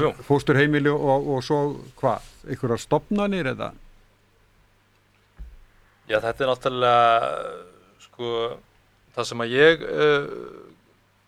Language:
Icelandic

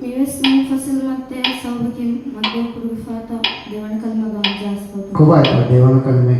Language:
Divehi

